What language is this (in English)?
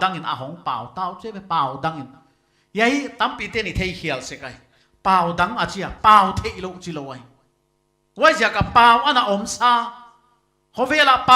Paite Chin